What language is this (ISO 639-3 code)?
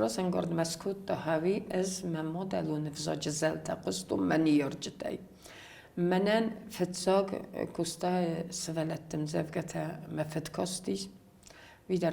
oss